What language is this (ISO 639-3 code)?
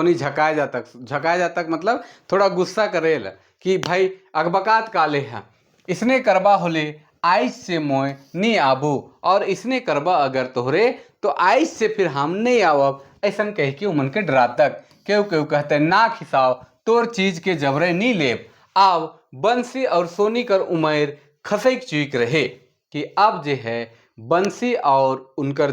sck